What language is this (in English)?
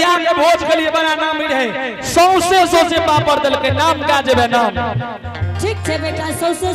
Angika